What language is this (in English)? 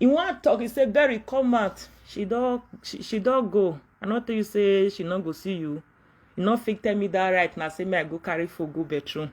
Nigerian Pidgin